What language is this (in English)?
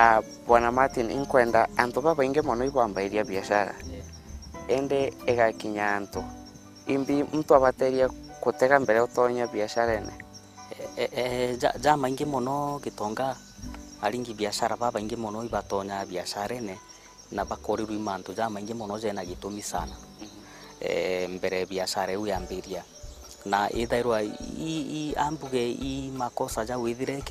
Meru